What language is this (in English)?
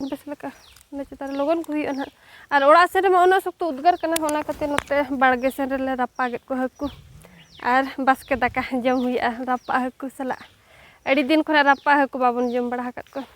Santali